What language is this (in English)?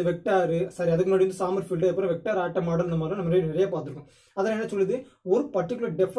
Tamil